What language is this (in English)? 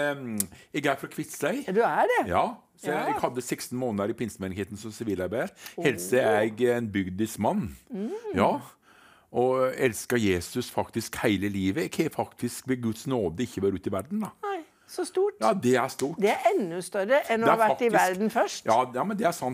Norwegian